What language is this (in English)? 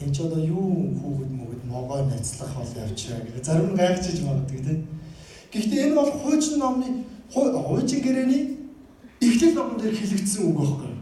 Mongolian